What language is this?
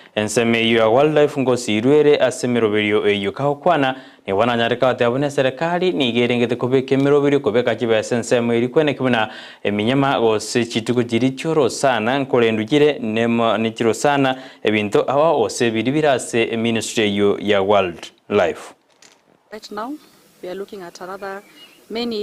Gusii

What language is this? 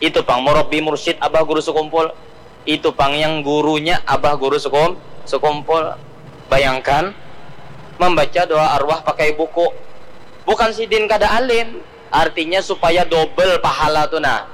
Banjar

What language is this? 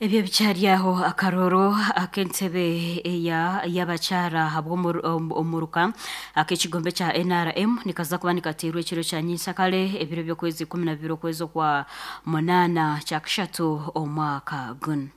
Nyankole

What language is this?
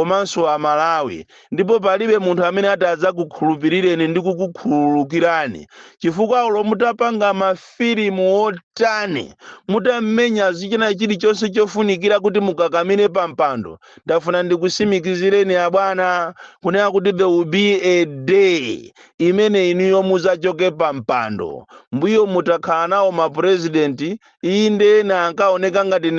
Nyanja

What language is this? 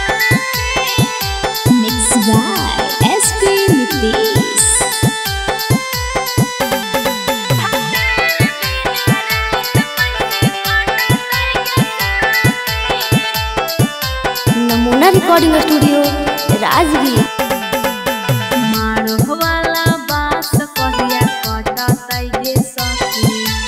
Magahi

